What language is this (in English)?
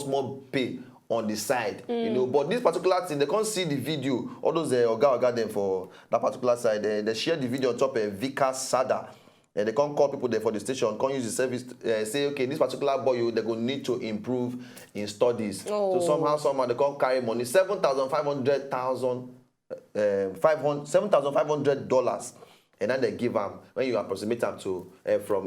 Nigerian Pidgin